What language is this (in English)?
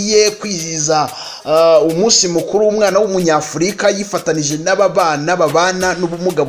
Kinyarwanda